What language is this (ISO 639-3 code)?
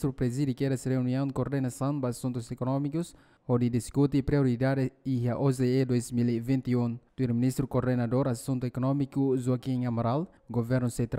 tet